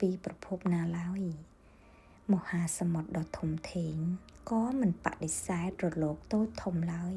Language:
Khmer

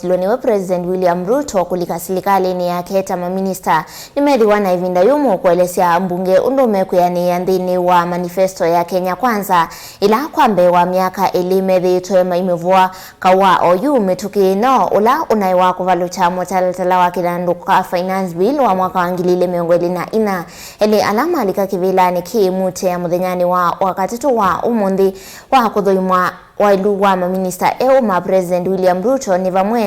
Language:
Kamba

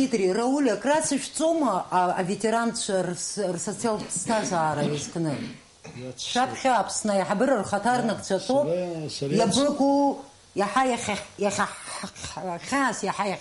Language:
Abkhazian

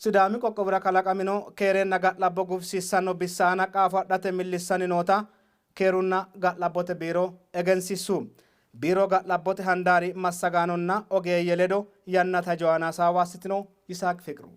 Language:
Sidamo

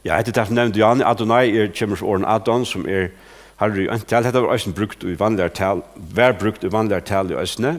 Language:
Faroese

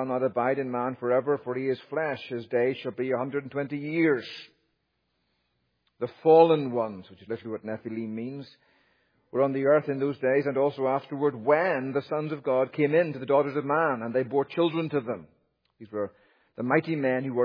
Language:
English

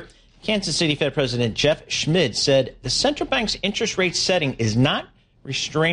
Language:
English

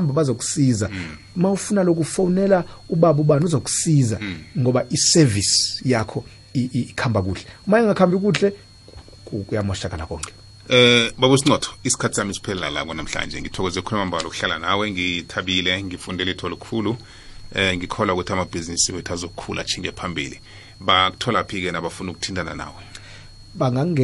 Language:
South Ndebele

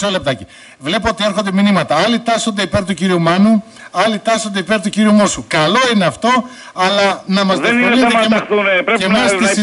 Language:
Greek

